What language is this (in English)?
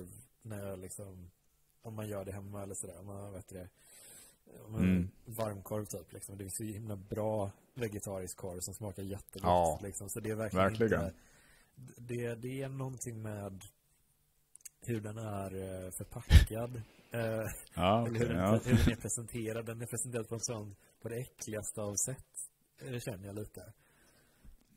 Swedish